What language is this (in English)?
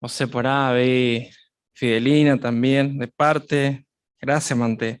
Guarani